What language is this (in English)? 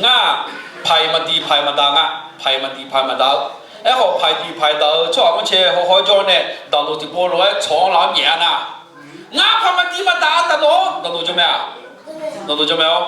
Akha